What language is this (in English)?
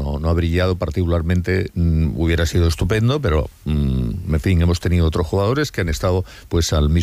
Spanish